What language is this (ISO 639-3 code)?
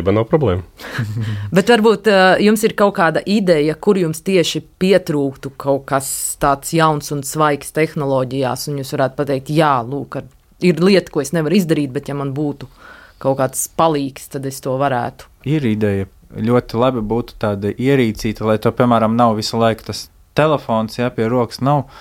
lav